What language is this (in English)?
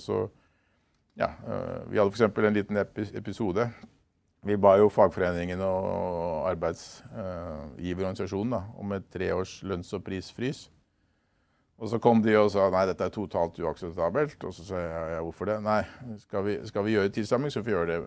Norwegian